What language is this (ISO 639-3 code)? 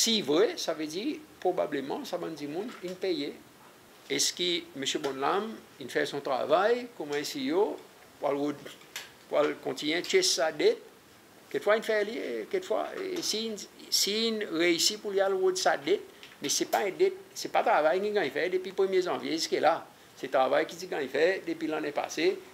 crs